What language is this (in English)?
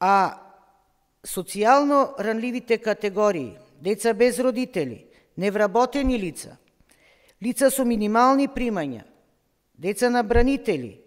Macedonian